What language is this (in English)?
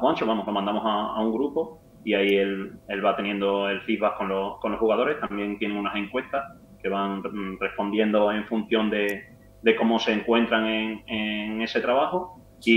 Spanish